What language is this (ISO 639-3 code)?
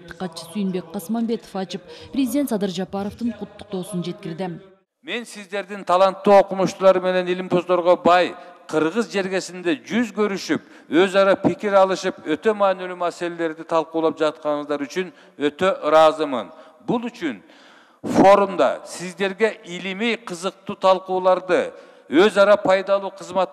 kir